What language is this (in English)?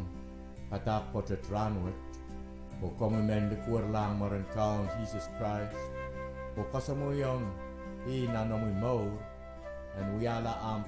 Pohnpeian